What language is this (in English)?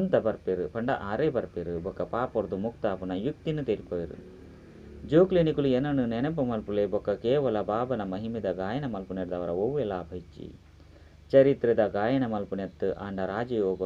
Tulu